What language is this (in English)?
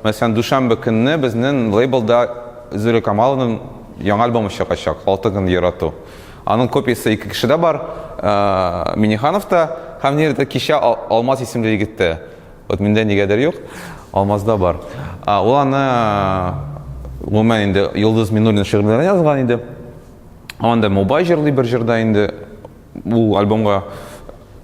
Tatar